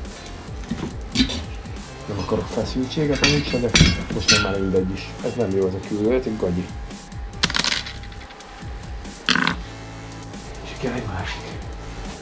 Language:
Hungarian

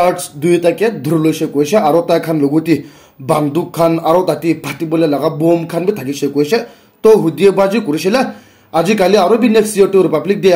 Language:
Naga Pidgin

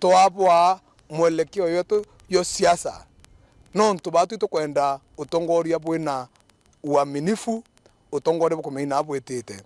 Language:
Meru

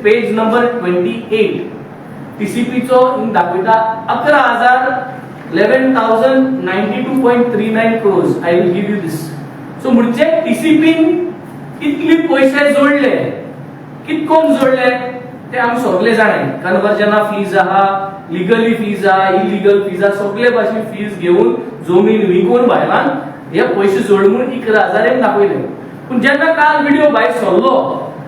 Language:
Konkani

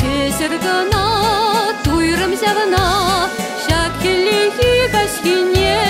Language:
Chuvash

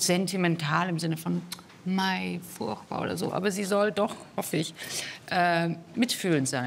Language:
German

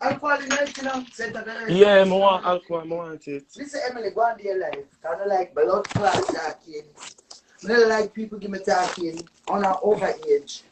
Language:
Jamaican Creole English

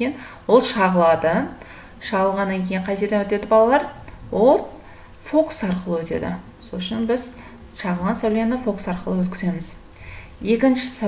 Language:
Kazakh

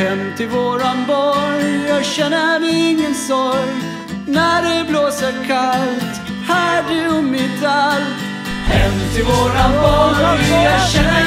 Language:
Swedish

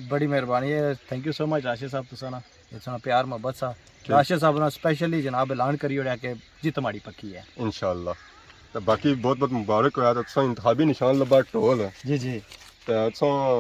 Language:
Pahari-Potwari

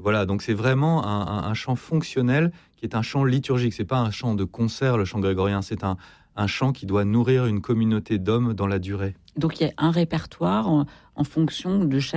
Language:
French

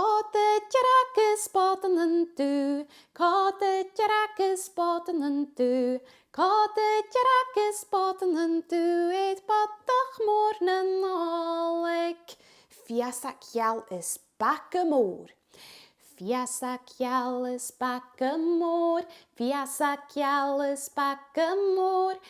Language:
Scottish Gaelic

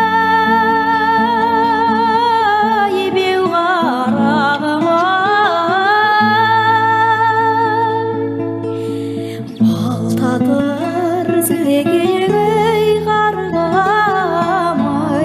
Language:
Kazakh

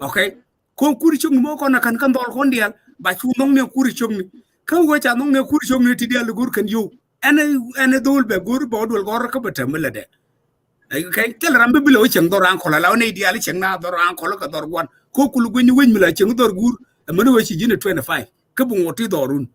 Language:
Nuer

